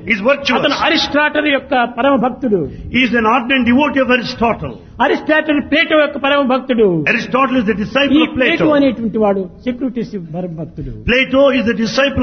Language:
Telugu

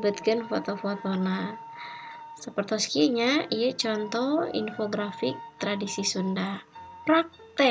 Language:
Sundanese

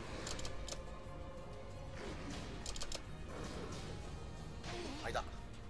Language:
Japanese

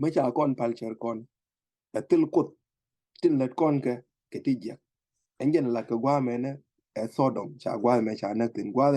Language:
Nuer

